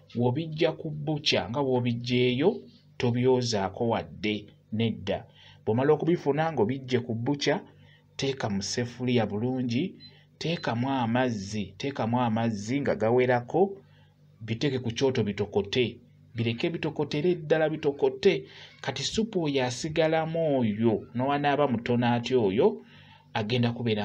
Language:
Ganda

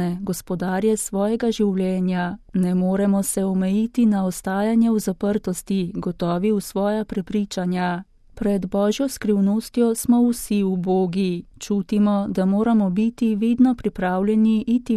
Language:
Slovenian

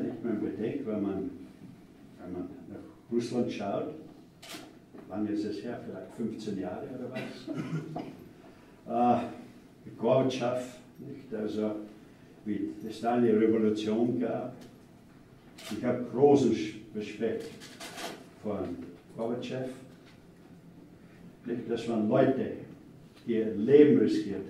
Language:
German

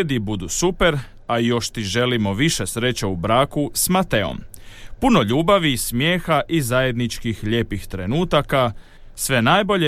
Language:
Croatian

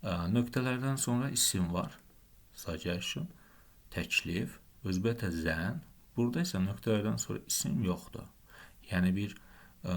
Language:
Azerbaijani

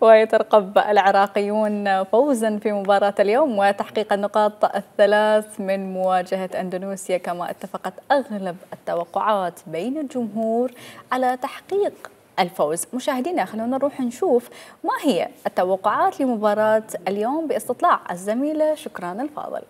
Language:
Mesopotamian Arabic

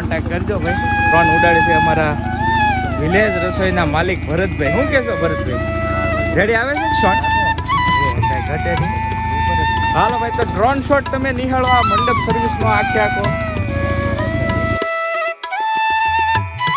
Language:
Gujarati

